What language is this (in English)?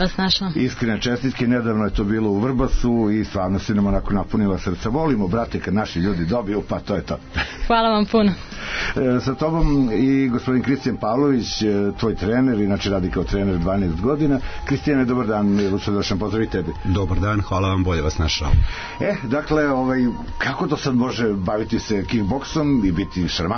Serbian